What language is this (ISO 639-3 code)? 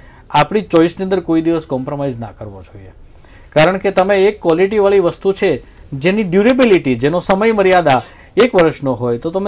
guj